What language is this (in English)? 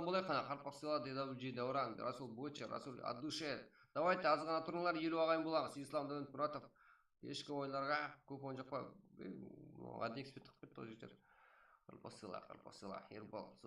Kara-Kalpak